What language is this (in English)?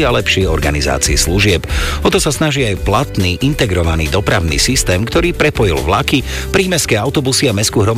Slovak